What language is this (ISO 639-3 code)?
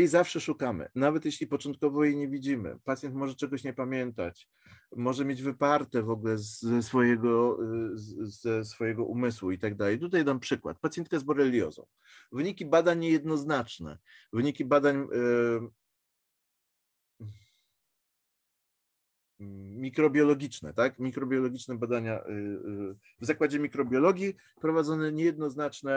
pol